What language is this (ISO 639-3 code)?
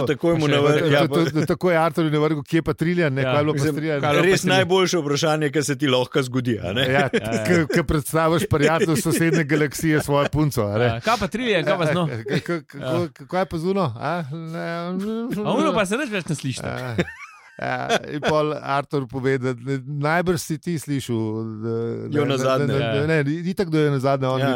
slv